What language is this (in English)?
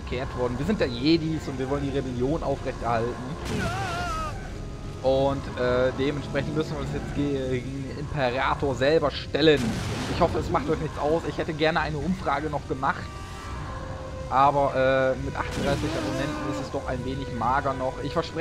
German